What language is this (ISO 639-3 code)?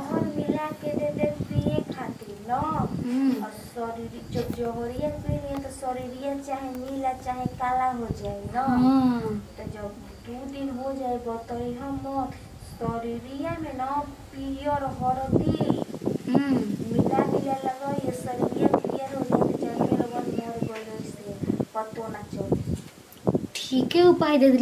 bho